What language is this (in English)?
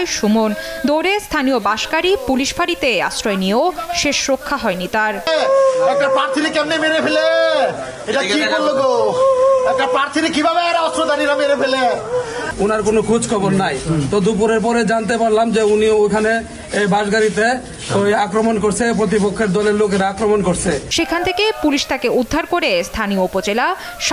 Bangla